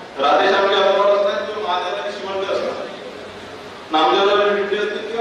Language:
Marathi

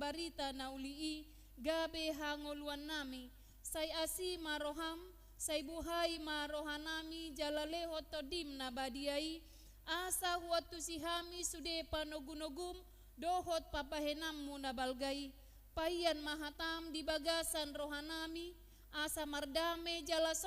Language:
Batak Toba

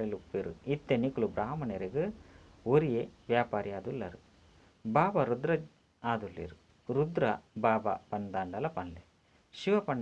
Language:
Tulu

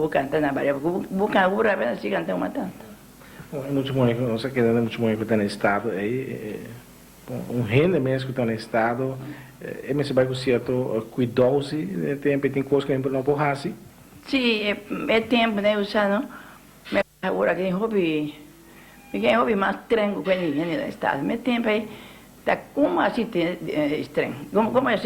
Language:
Papiamento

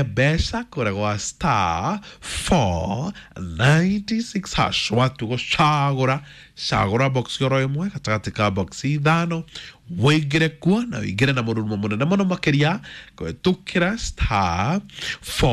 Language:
Kikuyu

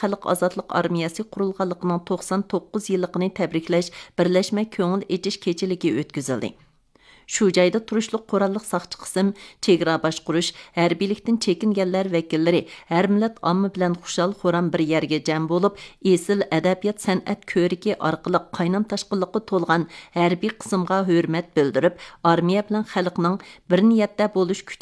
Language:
Uyghur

